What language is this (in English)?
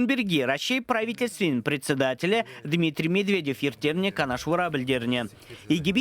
Chuvash